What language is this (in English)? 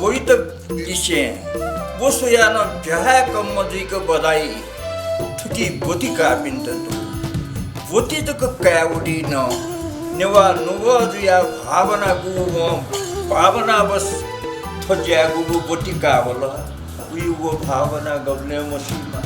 Newari